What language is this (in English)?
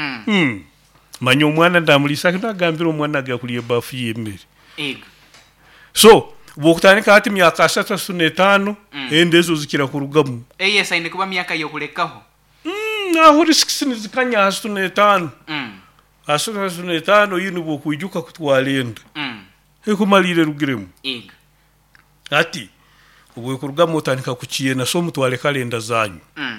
Nyoro